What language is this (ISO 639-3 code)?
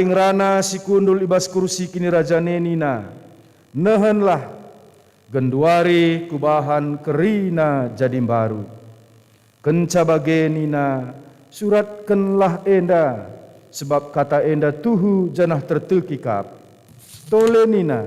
btx